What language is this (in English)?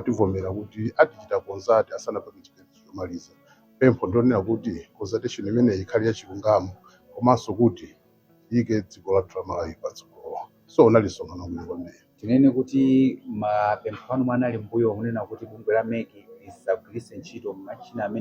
Nyanja